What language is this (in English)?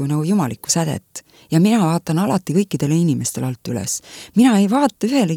Estonian